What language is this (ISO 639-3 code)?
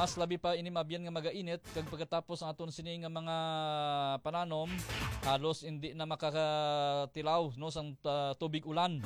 hil